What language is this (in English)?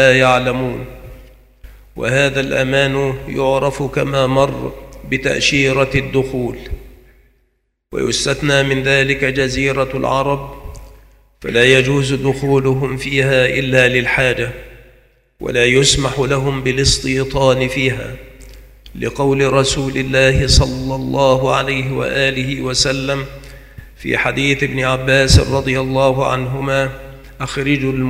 Arabic